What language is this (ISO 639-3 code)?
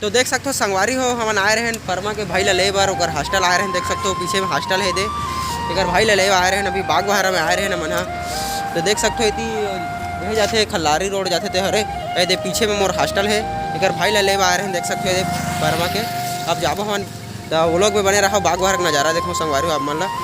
hne